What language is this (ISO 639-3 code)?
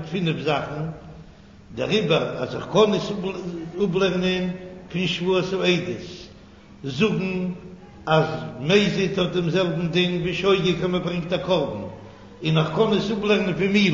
yid